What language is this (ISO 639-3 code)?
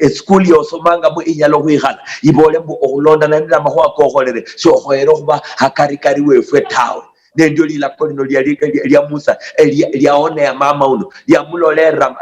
luy